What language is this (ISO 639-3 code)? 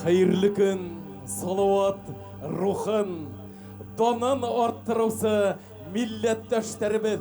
bak